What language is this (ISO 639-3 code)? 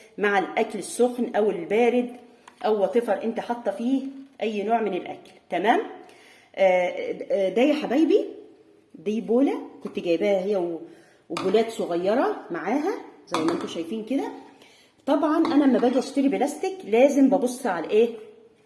arz